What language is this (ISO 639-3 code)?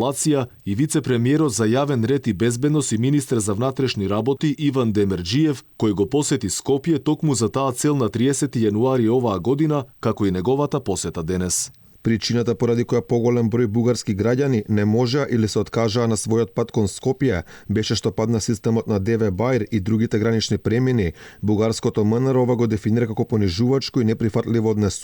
mkd